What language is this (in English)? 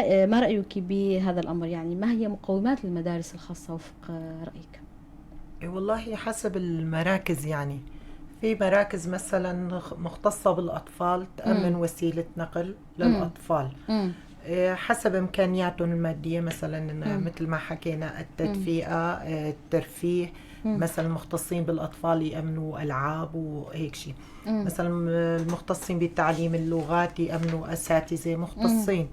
North Levantine Arabic